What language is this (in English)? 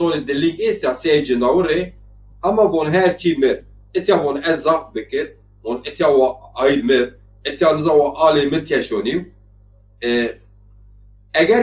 Zaza